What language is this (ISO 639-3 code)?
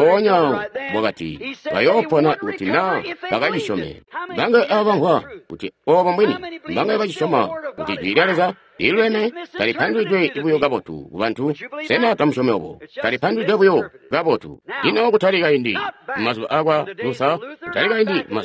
toi